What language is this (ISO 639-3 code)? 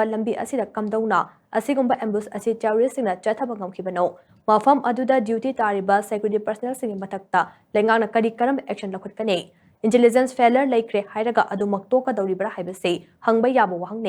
mni